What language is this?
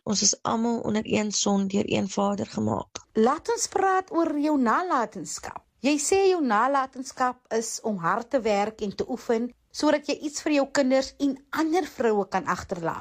Afrikaans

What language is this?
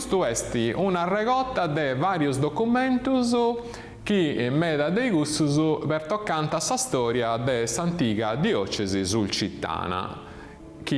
Sardinian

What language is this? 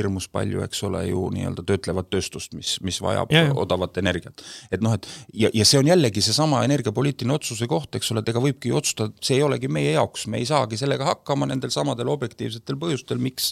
Estonian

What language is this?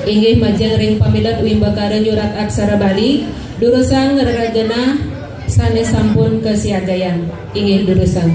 Balinese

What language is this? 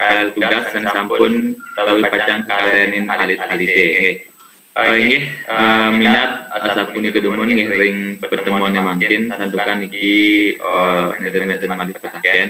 Balinese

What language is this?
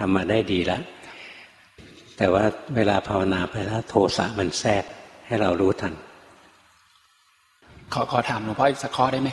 Thai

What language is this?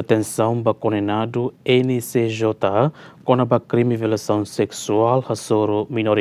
Tetum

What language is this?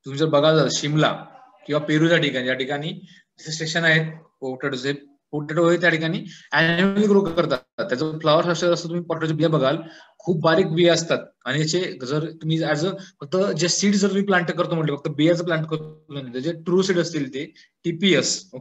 Marathi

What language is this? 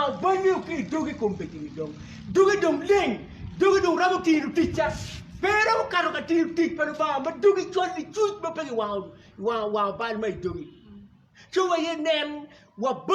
Acoli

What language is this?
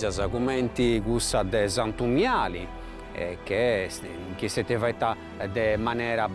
Sardinian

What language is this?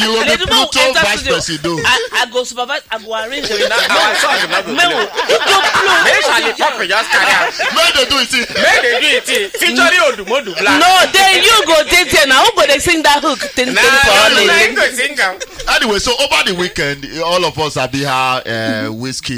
Nigerian Pidgin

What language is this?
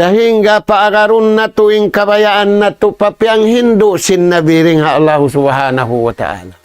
Tausug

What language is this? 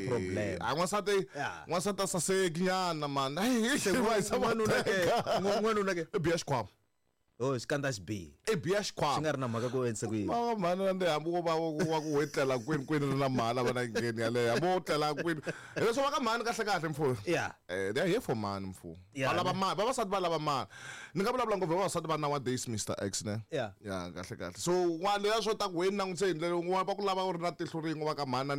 Tsonga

